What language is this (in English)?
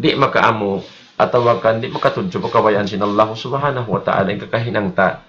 Tausug